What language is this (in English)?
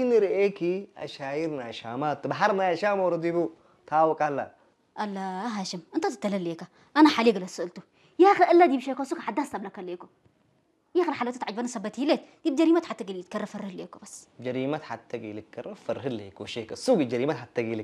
Tigrinya